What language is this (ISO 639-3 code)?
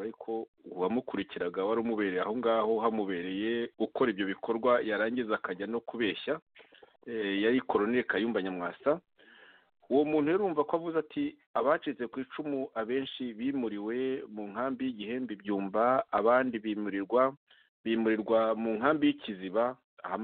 kin